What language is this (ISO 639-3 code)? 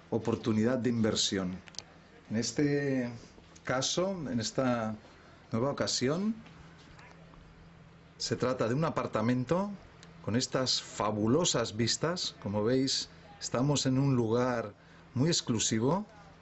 spa